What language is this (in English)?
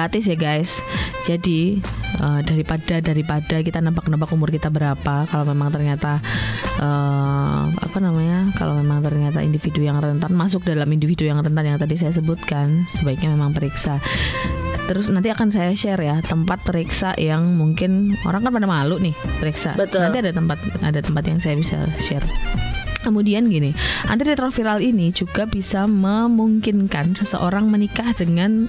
Indonesian